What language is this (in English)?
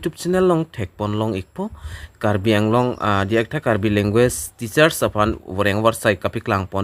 Karbi